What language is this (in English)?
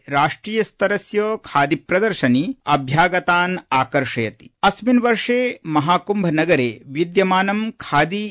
Sanskrit